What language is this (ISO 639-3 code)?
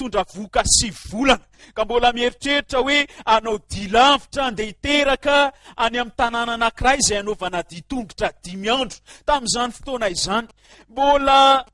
mlg